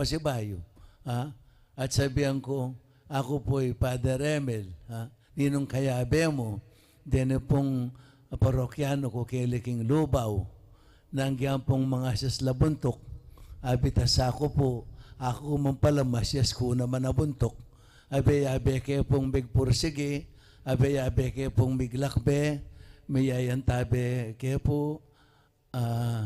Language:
Pampanga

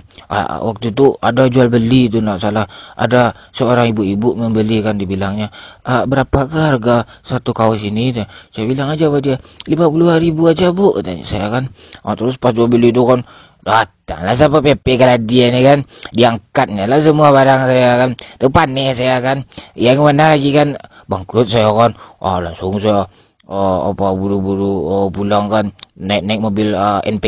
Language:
Minangkabau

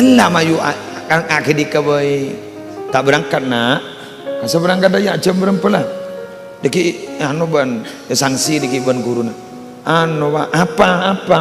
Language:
Madurese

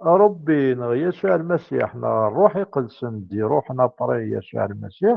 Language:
Kabyle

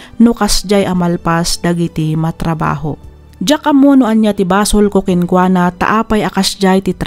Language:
Iloko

